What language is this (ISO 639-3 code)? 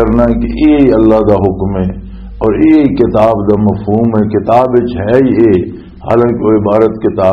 lah